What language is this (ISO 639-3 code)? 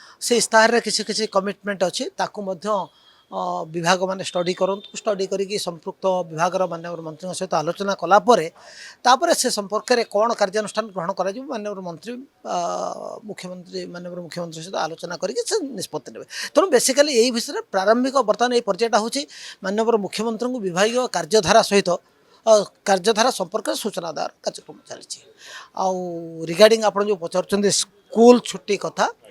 ori